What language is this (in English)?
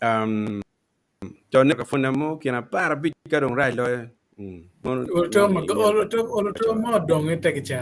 Acoli